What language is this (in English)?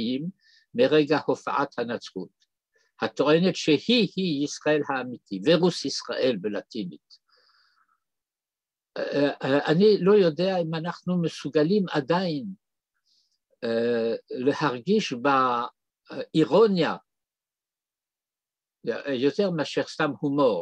Hebrew